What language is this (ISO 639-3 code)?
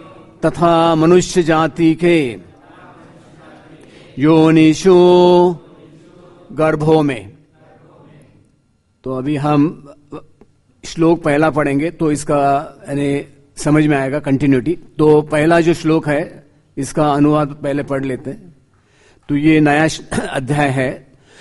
hin